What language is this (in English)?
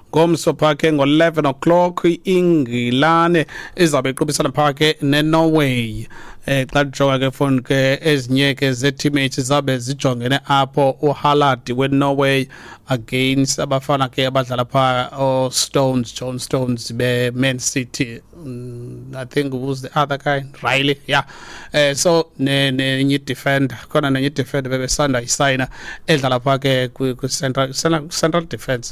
Xhosa